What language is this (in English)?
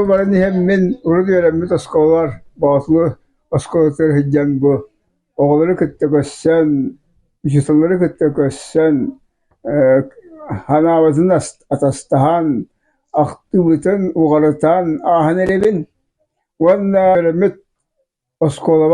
Yakut